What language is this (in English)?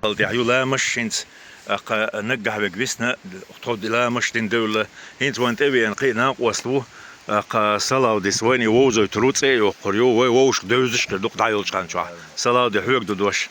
Chechen